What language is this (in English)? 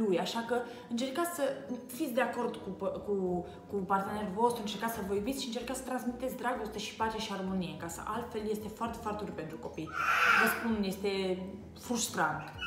Romanian